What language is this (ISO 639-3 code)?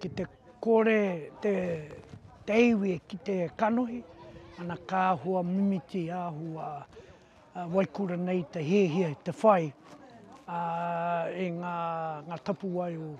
mri